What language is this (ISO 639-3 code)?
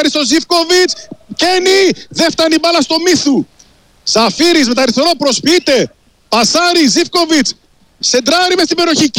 ell